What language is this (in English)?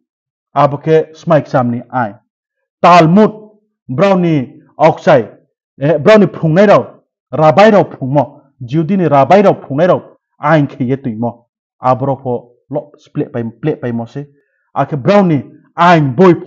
Riang (India)